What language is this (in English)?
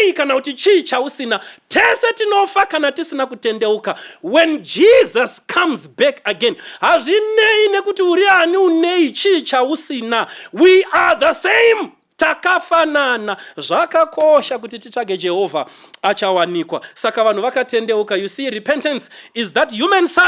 Shona